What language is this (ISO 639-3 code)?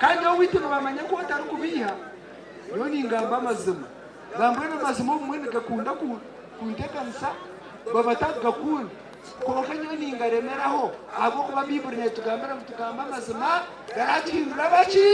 nyn